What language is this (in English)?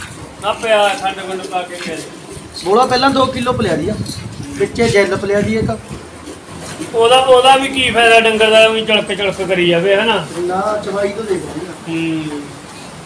Punjabi